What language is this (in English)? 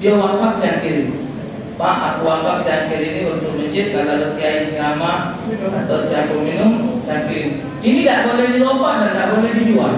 Musi